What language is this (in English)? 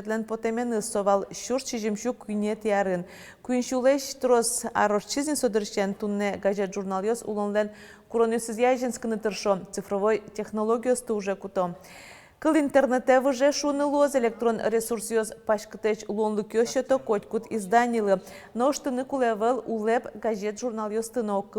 Udmurt